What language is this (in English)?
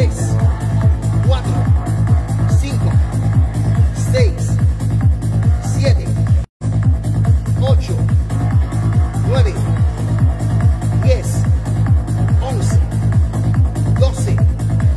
Spanish